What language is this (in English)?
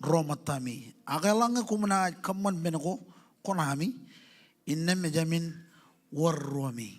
Marshallese